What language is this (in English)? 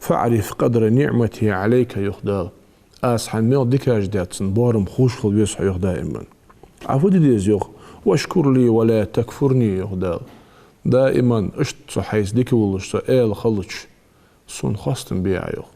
Ingush